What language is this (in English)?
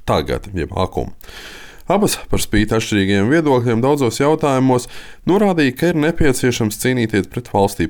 Latvian